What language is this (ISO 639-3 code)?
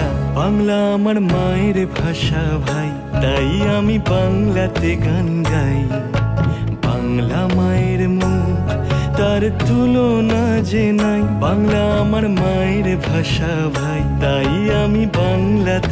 ben